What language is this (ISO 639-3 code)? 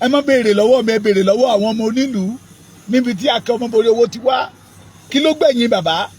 yor